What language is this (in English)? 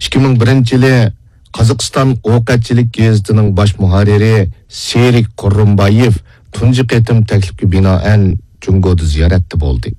Uyghur